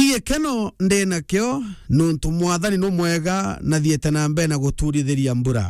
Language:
Meru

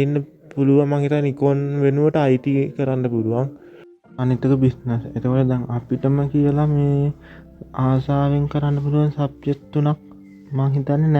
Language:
Sinhala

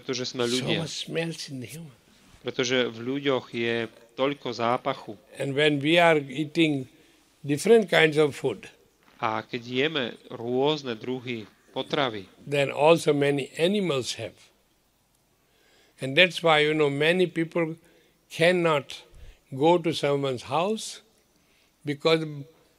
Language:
Slovak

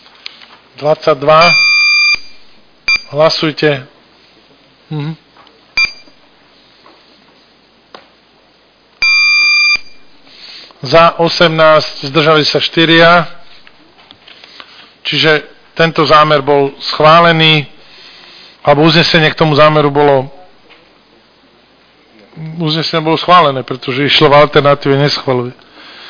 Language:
Slovak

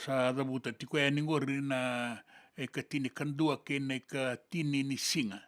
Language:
Fijian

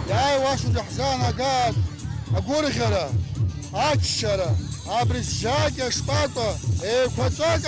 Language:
Abkhazian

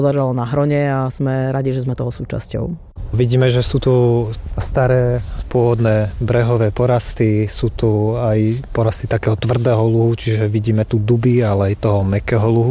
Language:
Slovak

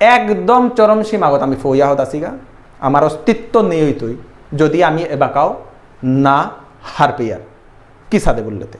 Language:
Bishnupriya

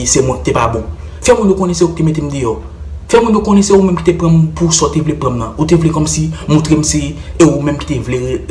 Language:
Haitian Creole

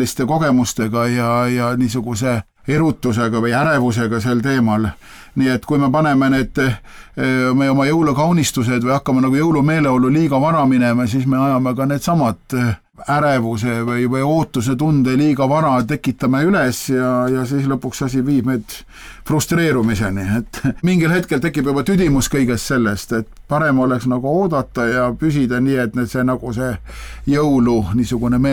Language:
Estonian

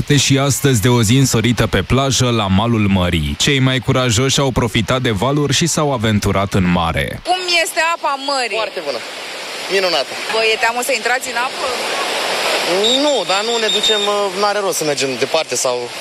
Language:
Romanian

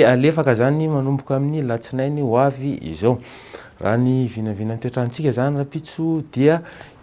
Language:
Malagasy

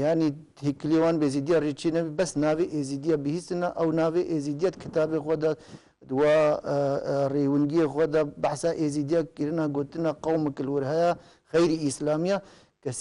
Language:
Kurdish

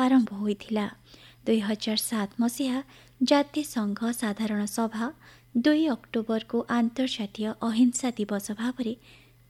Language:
Odia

